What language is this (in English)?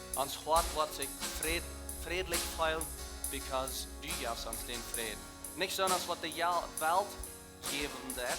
Plautdietsch